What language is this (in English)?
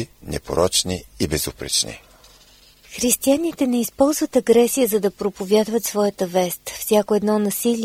Bulgarian